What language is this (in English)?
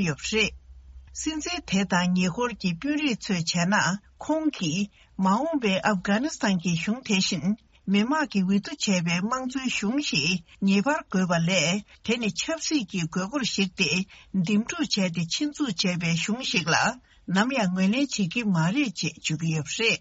Tibetan